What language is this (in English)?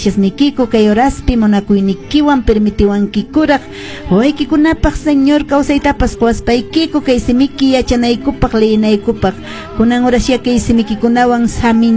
Quechua